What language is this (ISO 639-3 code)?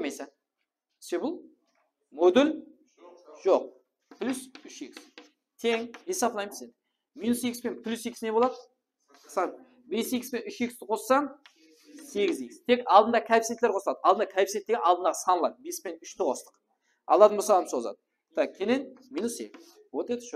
kaa